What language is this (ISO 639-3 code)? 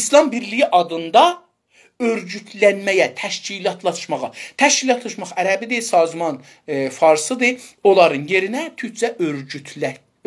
azb